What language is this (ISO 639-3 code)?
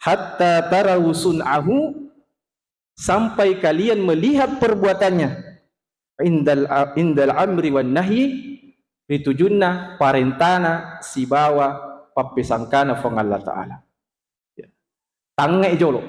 bug